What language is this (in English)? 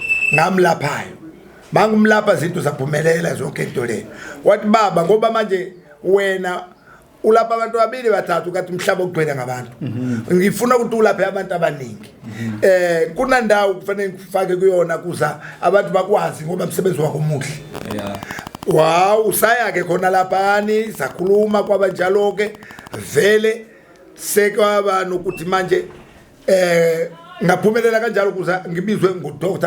Zulu